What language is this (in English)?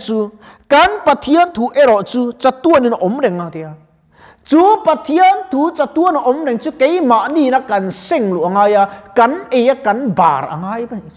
Mizo